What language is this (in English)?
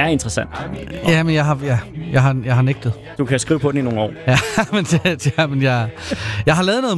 Danish